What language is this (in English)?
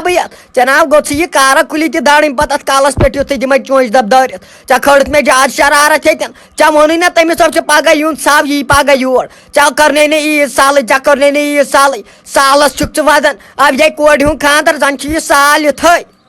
Kashmiri